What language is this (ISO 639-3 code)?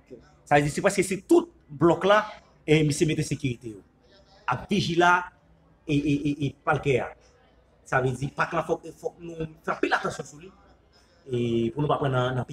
hat